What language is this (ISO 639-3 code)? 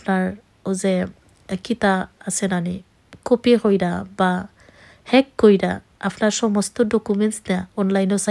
syl